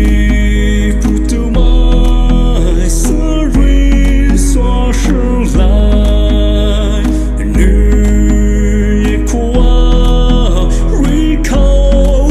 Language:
Poumei Naga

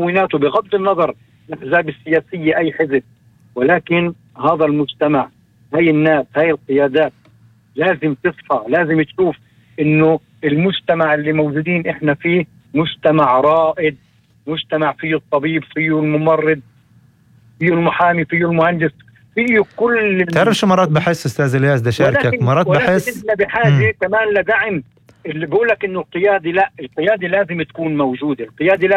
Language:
North Levantine Arabic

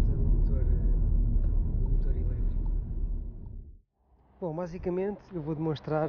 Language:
Portuguese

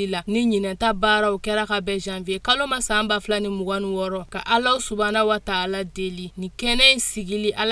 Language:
Bambara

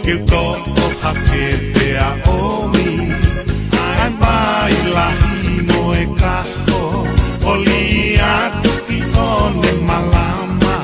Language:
Tongan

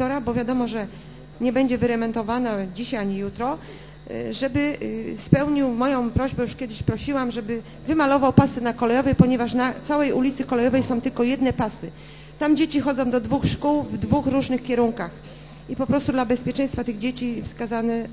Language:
Polish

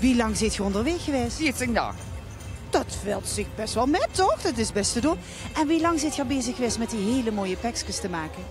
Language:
Limburgish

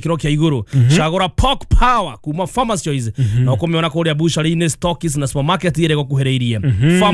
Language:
Kikuyu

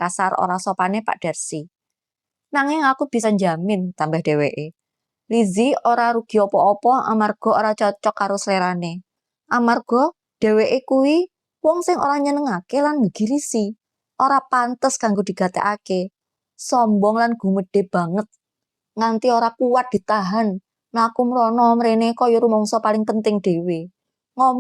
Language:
Javanese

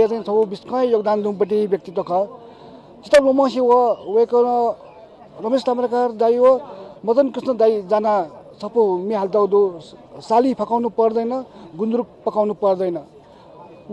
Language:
Newari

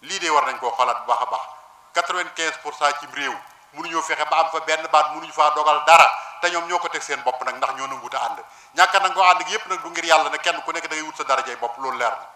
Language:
Wolof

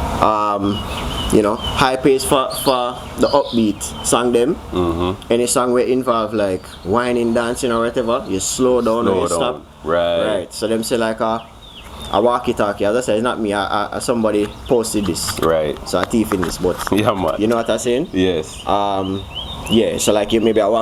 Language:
Jamaican Creole English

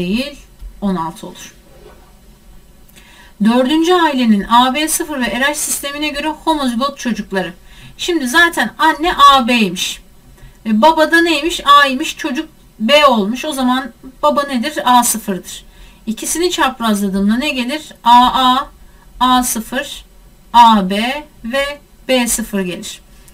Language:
Turkish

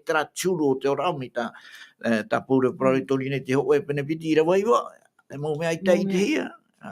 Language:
Tahitian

